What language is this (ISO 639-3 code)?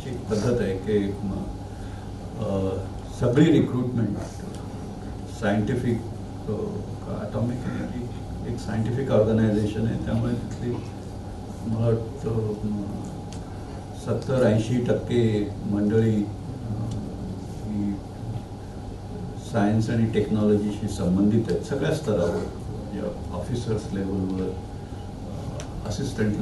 mar